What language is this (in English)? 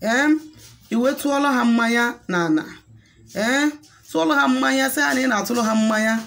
Igbo